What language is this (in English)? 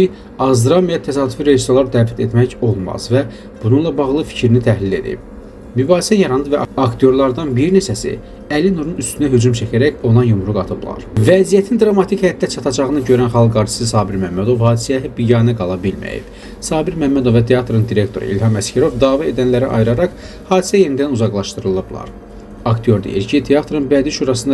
Azerbaijani